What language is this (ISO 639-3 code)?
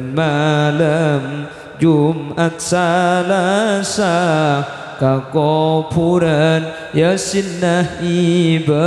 mad